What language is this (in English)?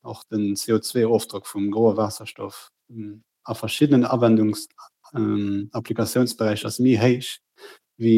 Luxembourgish